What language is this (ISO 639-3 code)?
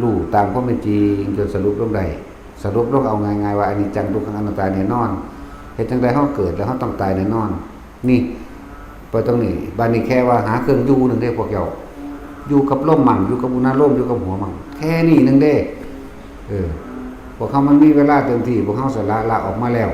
lao